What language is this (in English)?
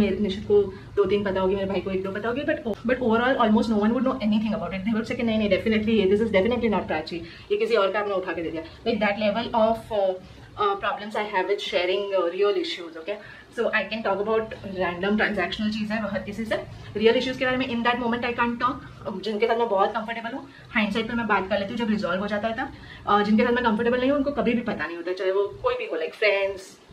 Hindi